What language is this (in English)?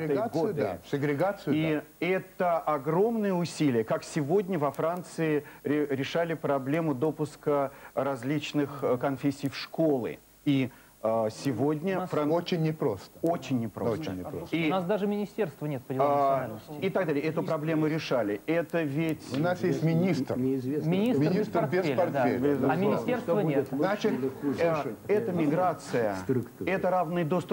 Russian